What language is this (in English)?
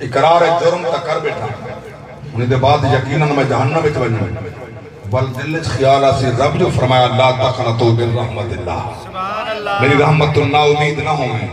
Saraiki